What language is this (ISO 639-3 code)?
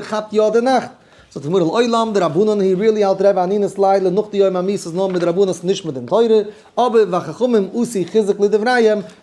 yid